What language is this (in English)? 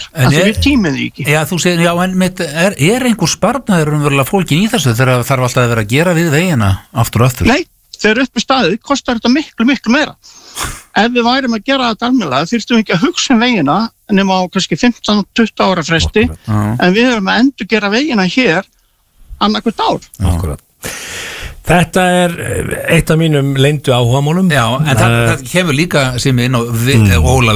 Icelandic